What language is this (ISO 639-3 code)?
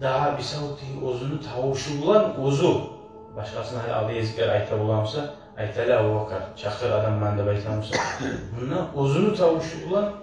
kum